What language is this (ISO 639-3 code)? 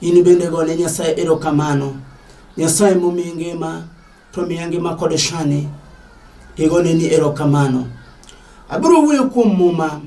luo